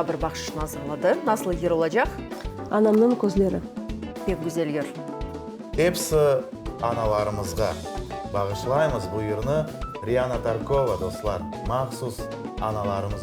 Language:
Crimean Tatar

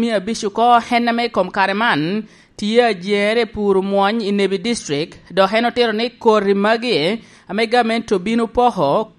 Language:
Lango (Uganda)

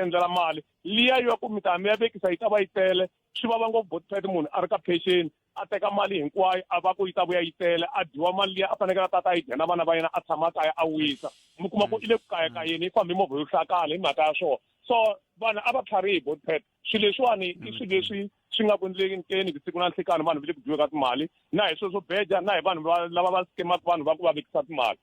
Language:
Tsonga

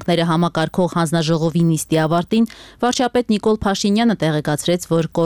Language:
Armenian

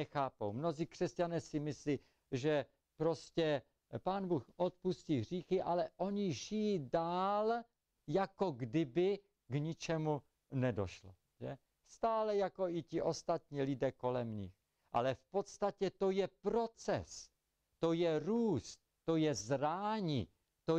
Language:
Czech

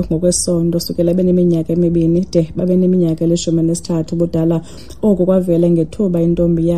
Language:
Xhosa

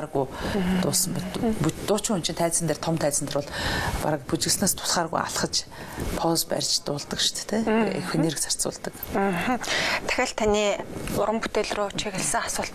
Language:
Mongolian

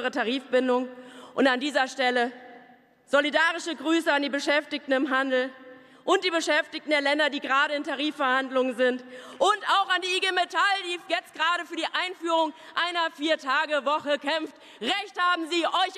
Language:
German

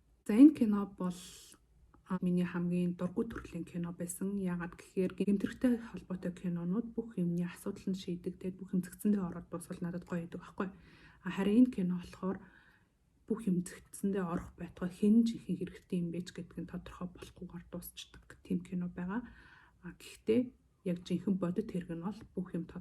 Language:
Mongolian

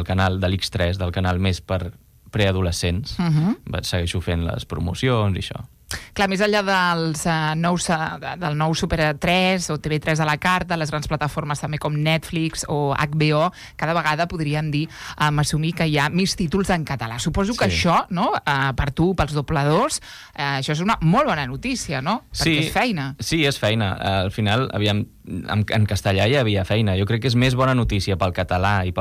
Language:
Catalan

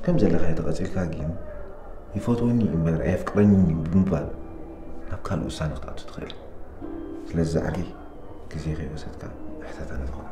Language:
Tigrinya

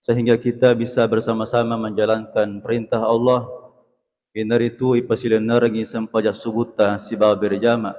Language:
Buginese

